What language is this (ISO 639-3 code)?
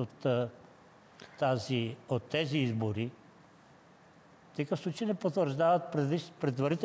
bul